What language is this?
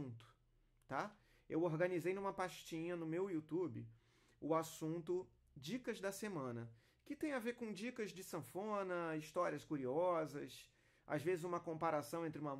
Portuguese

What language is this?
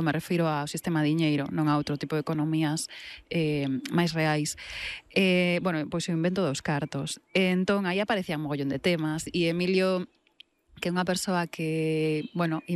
Galician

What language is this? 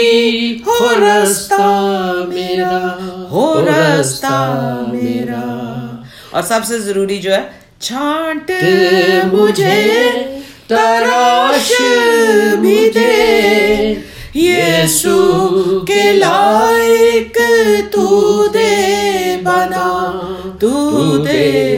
Urdu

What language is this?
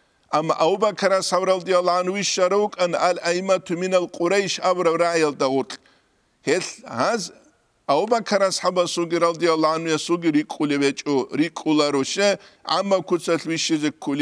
Avaric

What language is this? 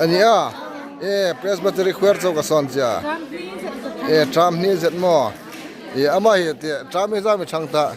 Hmar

